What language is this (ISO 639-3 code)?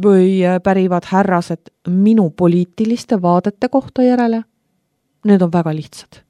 est